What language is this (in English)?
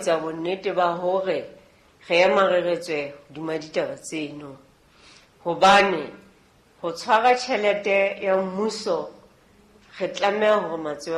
Southern Sotho